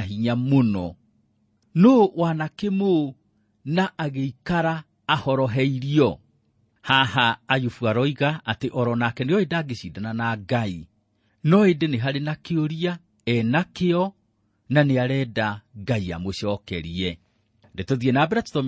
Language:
Kikuyu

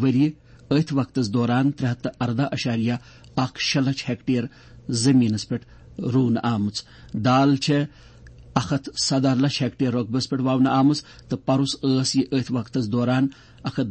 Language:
Kashmiri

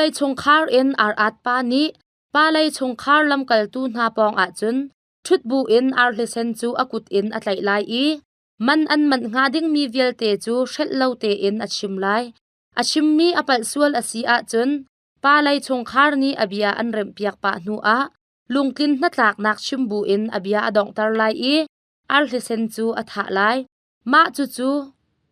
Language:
Hakha Chin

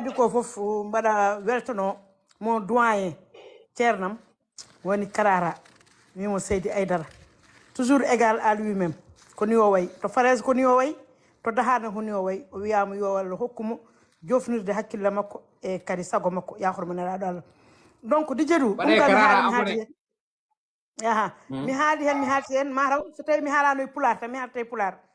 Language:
Fula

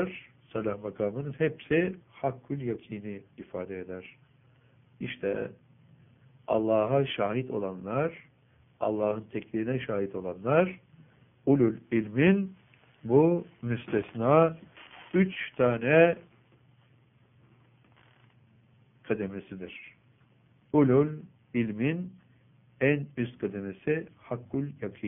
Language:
Turkish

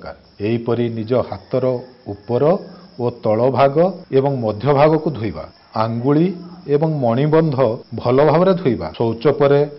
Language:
Odia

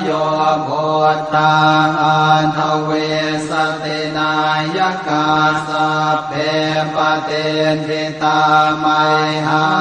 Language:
Pali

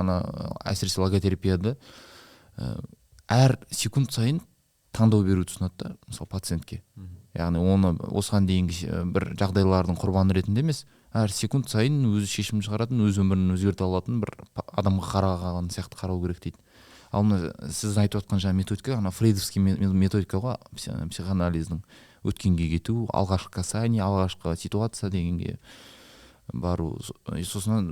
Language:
Kazakh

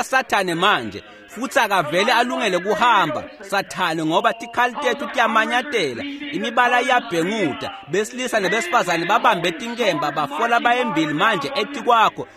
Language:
Swati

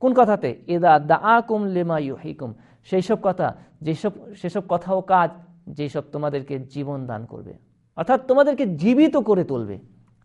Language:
Bangla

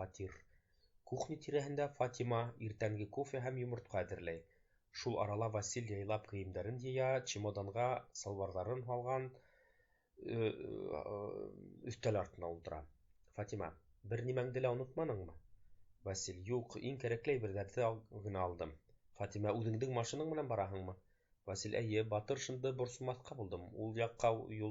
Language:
Bashkir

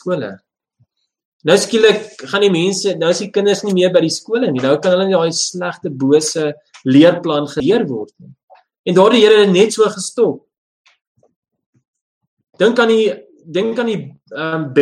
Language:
Afrikaans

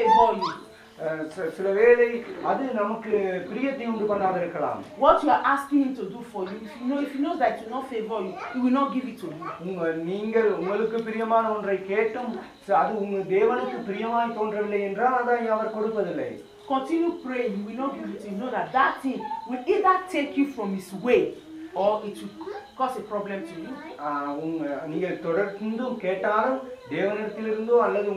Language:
Tamil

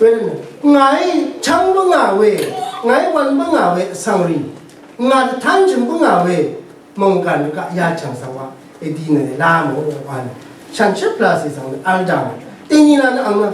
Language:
Rawang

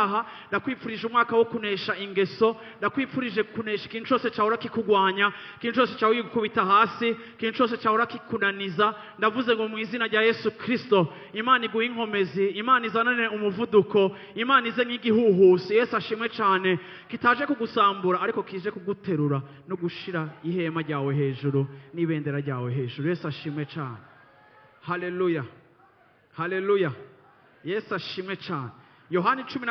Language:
Rundi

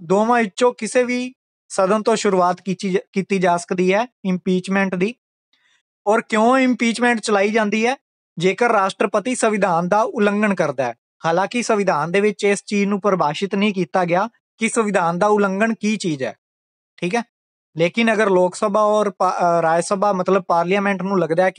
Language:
Punjabi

